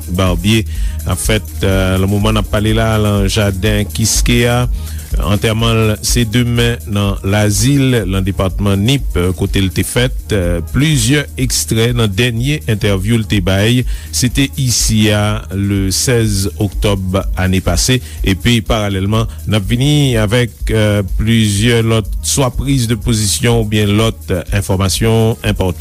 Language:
Haitian Creole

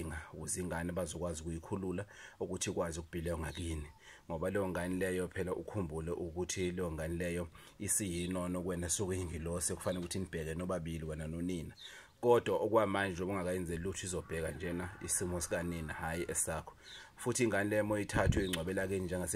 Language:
Zulu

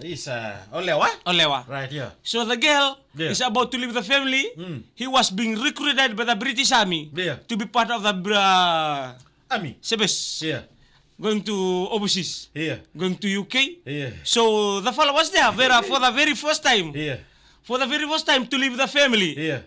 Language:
Fijian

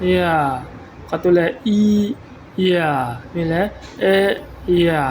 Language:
Falam Chin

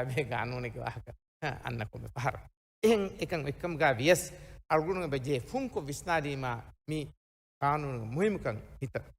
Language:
Divehi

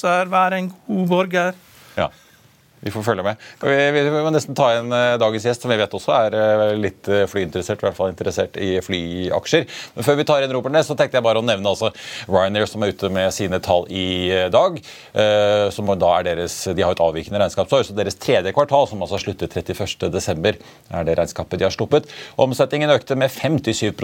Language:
Norwegian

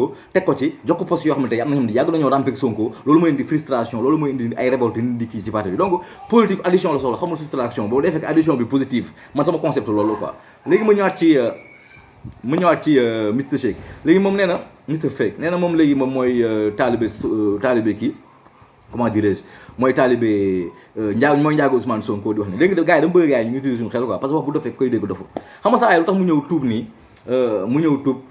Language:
Wolof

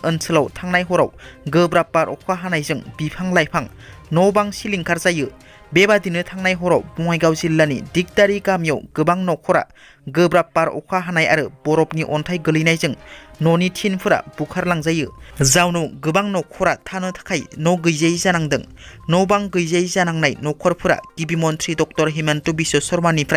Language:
Bodo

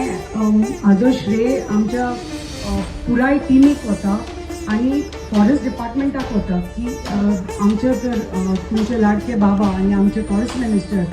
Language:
Konkani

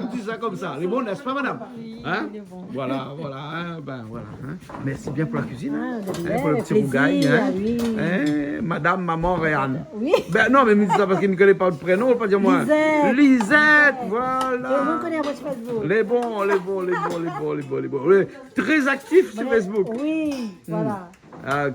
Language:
Réunion Creole French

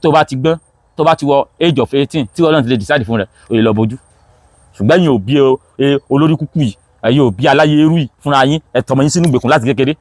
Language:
Yoruba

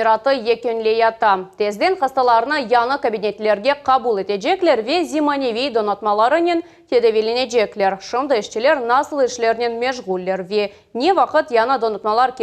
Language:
Crimean Tatar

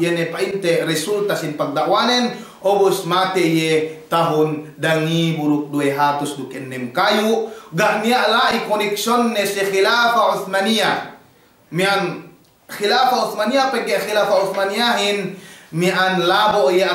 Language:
Yakan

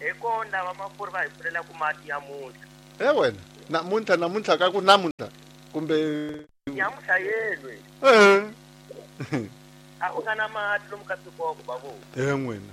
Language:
Tsonga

